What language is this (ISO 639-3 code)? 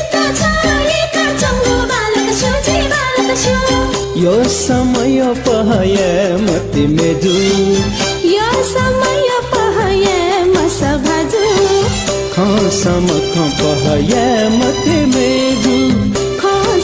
new